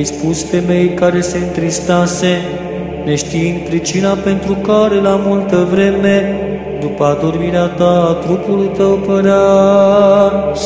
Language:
Romanian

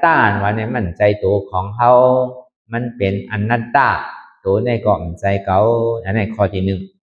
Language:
Shan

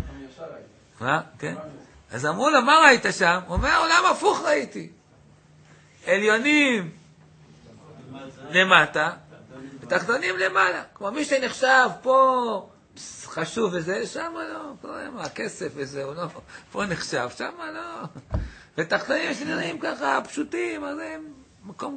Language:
Hebrew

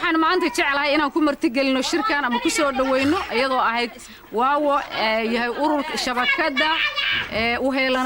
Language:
Somali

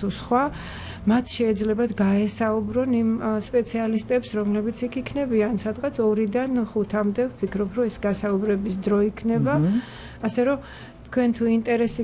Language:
Georgian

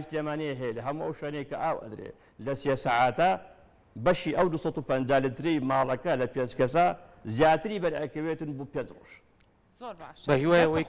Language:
Central Kurdish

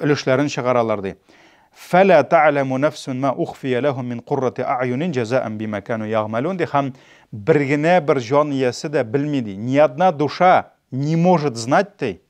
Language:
Tatar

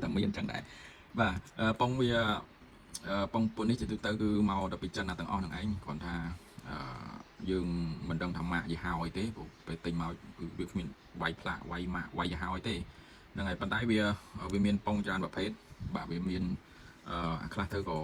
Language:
Khmer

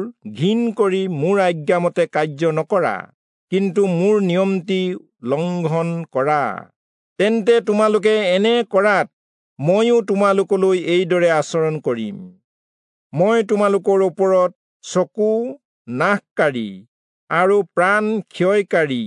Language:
Assamese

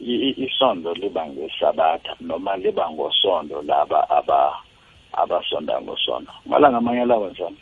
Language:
South Ndebele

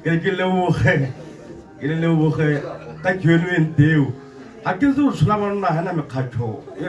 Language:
Tswana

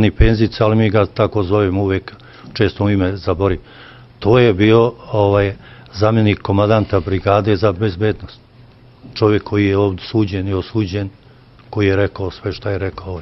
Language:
Serbian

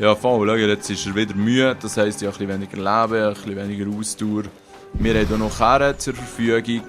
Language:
Swiss German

